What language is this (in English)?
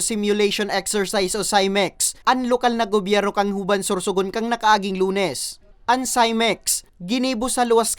Bikol